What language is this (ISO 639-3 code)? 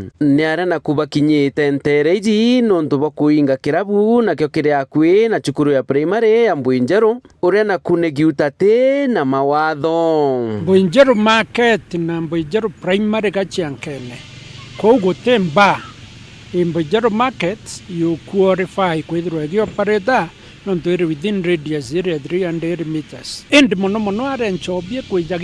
mer